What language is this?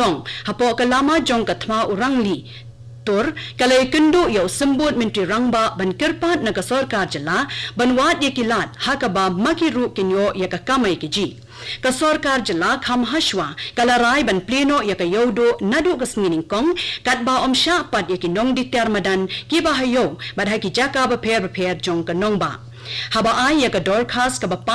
Khasi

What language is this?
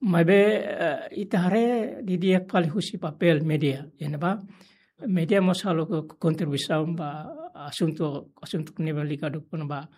Tetum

